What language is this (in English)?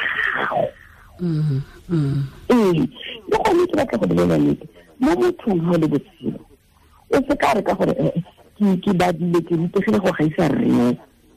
Tswana